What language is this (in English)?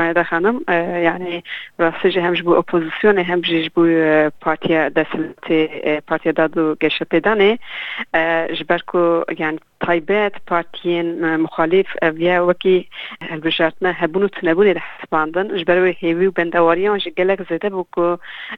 Kurdish